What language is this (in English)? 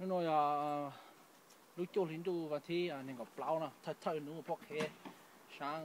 Hmong